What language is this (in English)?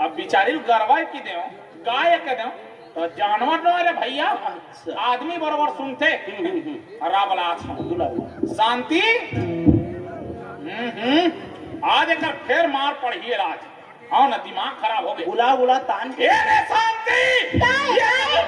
Chhattisgarhi